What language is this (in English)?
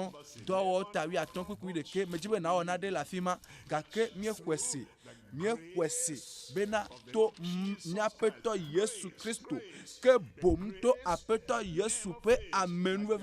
Ewe